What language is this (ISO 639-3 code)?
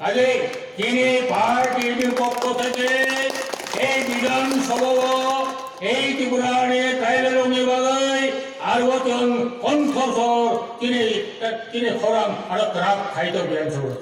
ria